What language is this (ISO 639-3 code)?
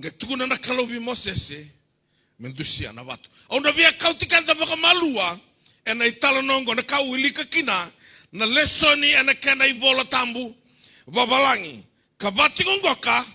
fij